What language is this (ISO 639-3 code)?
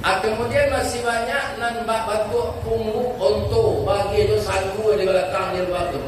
min